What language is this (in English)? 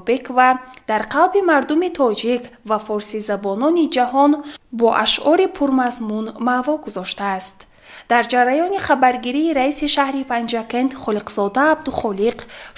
Tajik